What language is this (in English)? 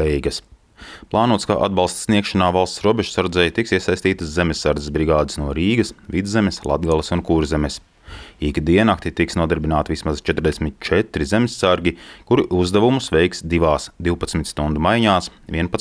Latvian